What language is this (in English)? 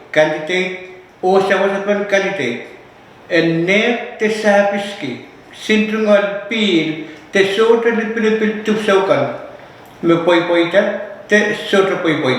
Pohnpeian